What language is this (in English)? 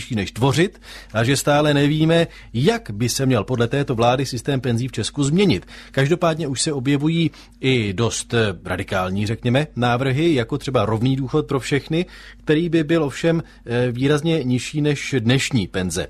Czech